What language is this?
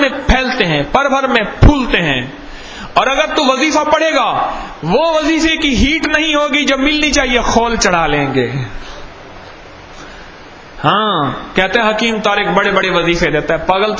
Urdu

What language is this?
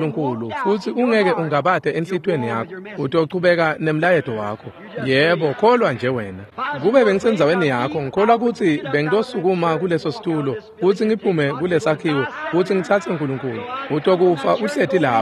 Swati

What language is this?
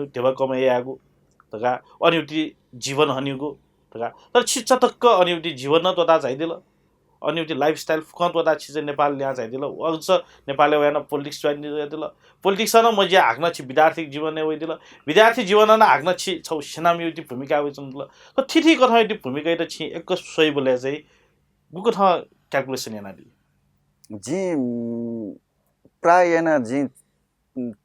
Newari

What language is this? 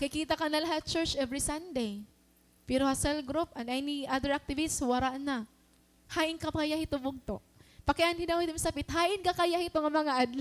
Waray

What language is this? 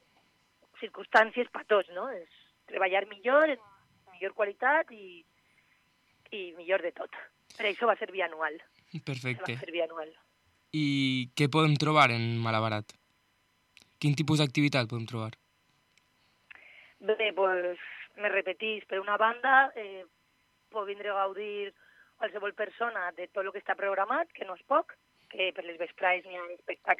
Catalan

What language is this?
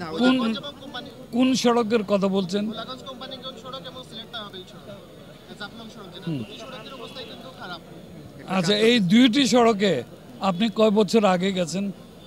Bangla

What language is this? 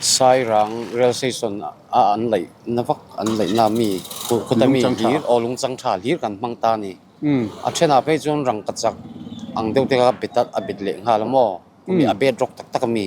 Mizo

